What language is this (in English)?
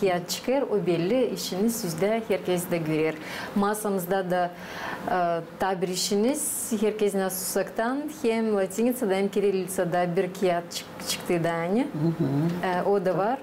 Gagauz